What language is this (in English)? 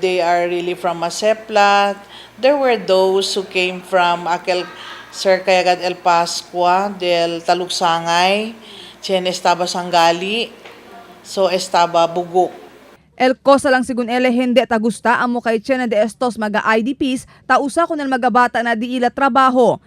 Chavacano